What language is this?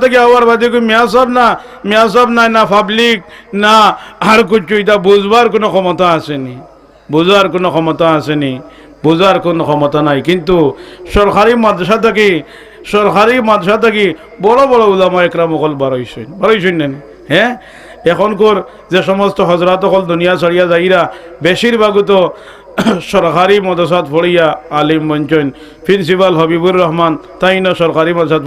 Sylheti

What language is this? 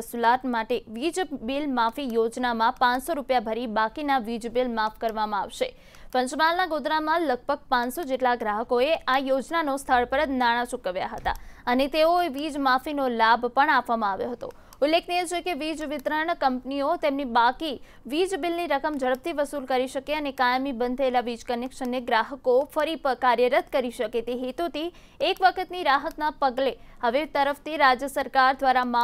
Gujarati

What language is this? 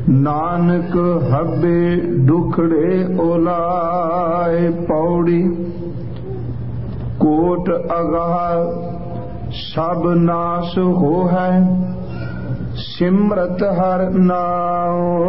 Punjabi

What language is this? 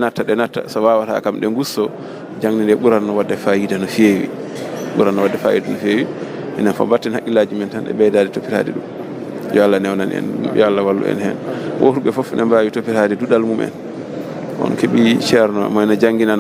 Fula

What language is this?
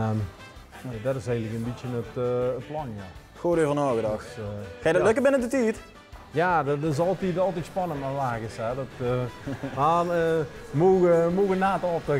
Limburgish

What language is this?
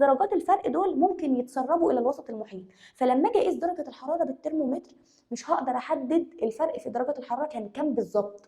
Egyptian Arabic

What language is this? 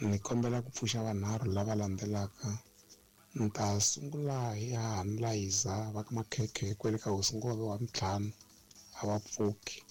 Tsonga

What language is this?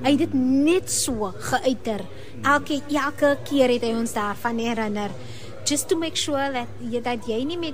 Afrikaans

